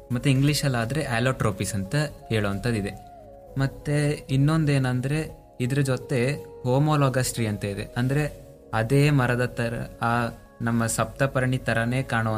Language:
Kannada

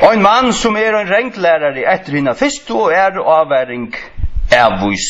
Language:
Faroese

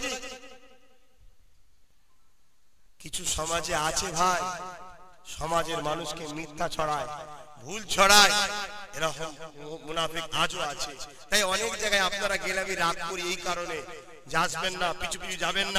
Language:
Bangla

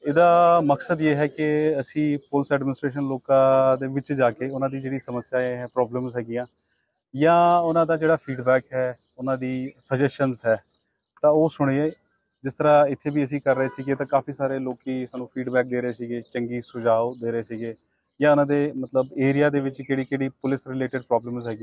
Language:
Punjabi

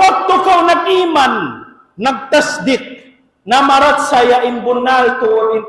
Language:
Tausug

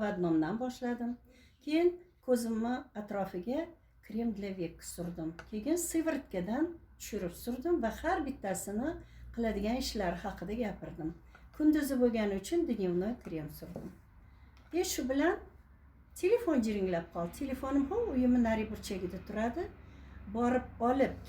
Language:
Uzbek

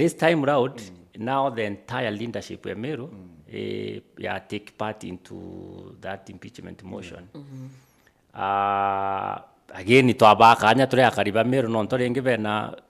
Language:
Meru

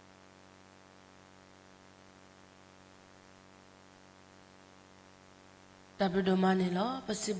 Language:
S'gaw Karen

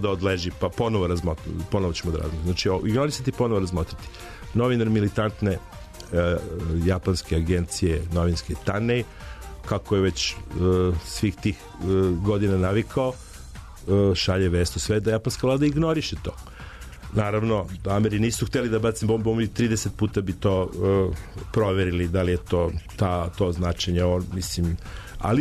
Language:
Serbian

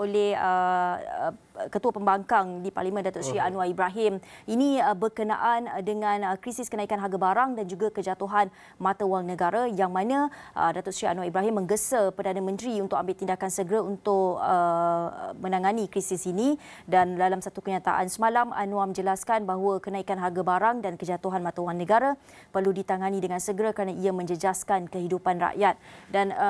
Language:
Malay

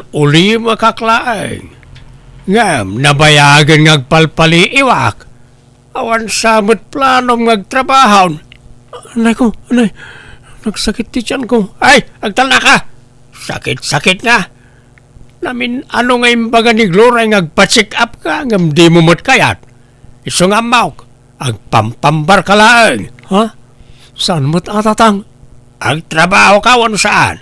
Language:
Iloko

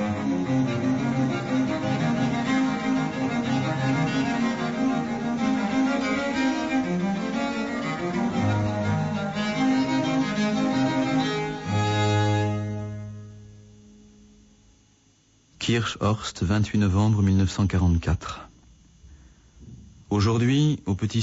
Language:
French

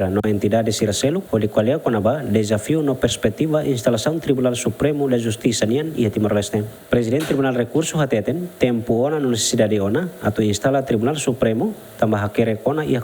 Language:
Tetum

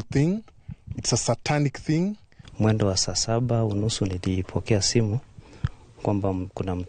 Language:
Kikuyu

